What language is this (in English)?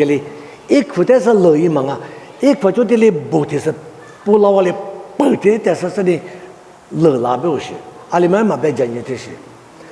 Lisu